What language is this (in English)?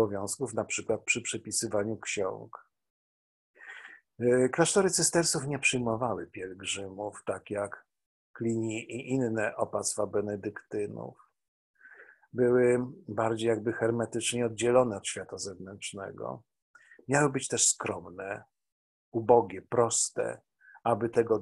Polish